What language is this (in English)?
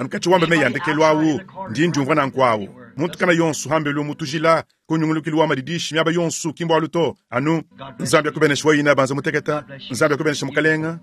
Luba-Lulua